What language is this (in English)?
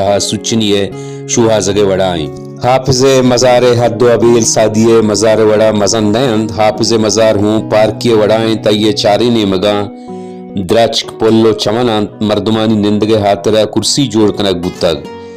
Baluchi